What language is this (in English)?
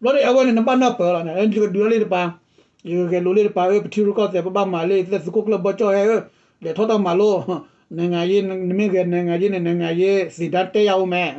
S'gaw Karen